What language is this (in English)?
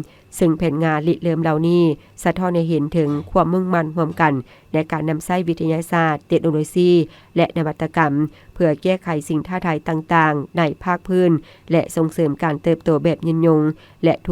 Lao